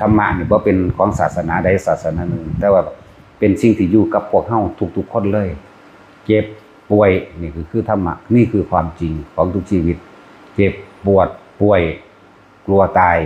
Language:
Northeastern Thai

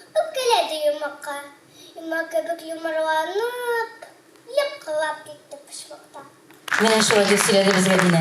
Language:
Tatar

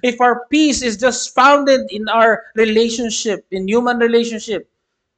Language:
Filipino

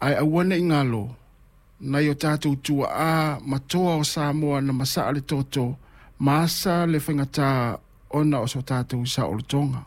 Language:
Samoan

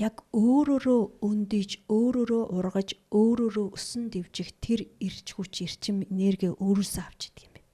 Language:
Mongolian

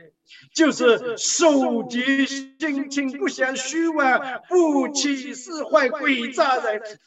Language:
Chinese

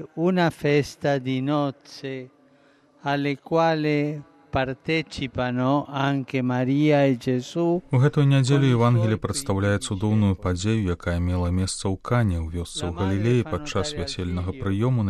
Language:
Belarusian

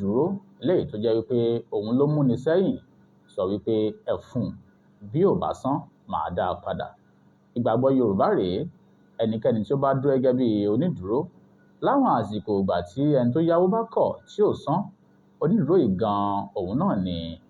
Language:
Yoruba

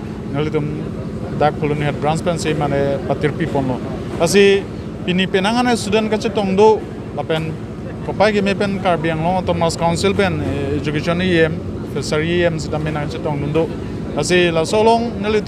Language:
Karbi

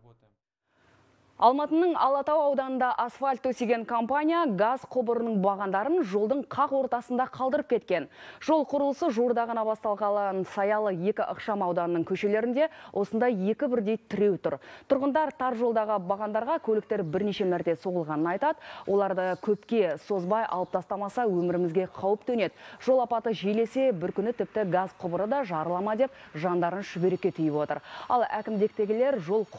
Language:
Kazakh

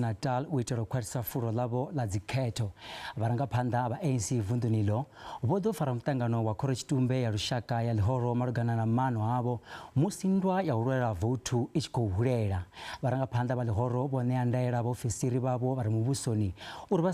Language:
Venda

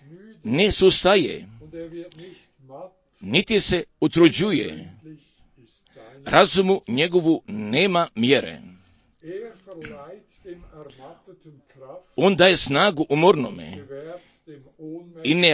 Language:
Croatian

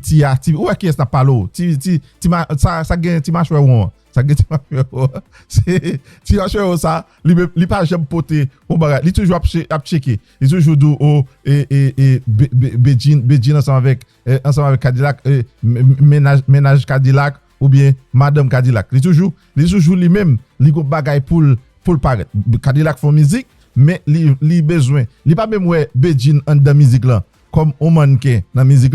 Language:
Haitian Creole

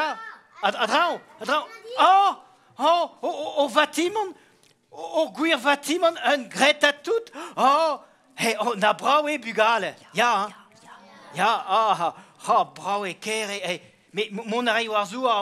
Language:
Breton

